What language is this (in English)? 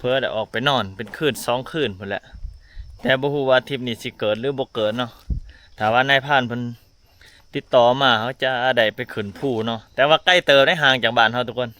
Lao